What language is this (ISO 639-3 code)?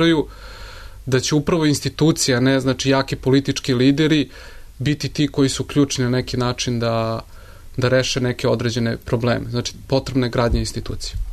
srp